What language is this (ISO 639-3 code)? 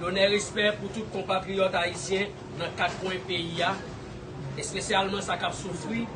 hat